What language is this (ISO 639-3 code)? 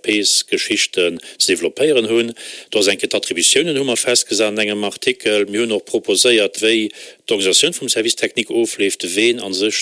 ltz